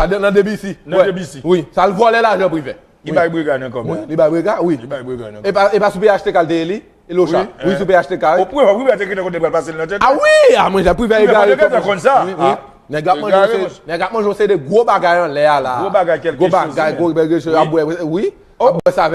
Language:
Haitian Creole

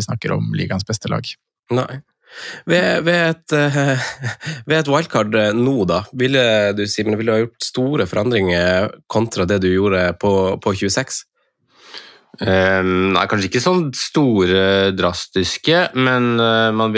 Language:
Norwegian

